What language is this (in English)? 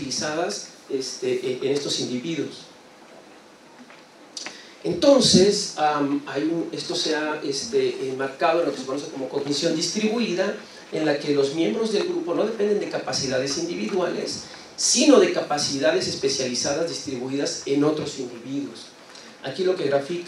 Spanish